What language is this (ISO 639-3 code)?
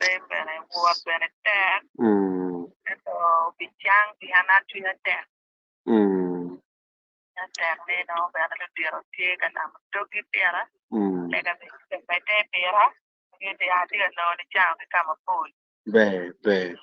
ach